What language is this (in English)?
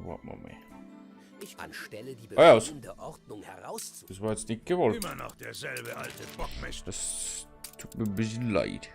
Bavarian